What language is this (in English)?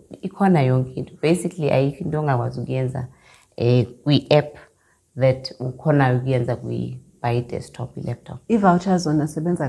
Xhosa